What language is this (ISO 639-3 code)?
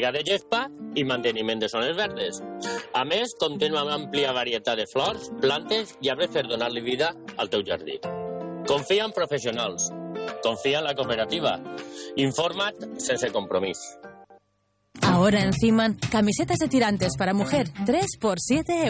cat